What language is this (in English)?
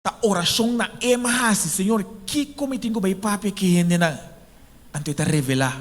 Papiamento